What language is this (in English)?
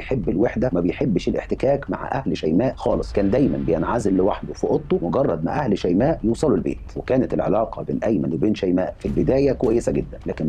Egyptian Arabic